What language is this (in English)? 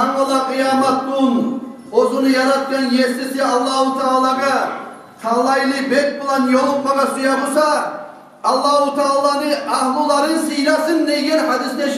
Kumyk